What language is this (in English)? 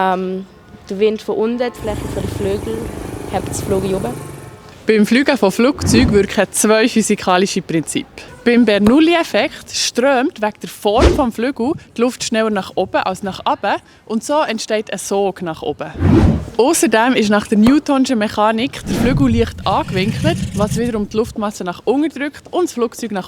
Swiss German